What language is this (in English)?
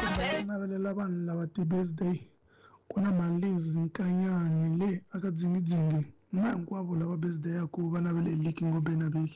Tsonga